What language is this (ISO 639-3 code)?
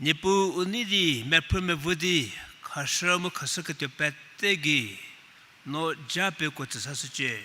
njm